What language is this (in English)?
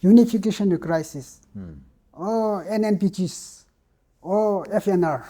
Tangkhul Naga (India)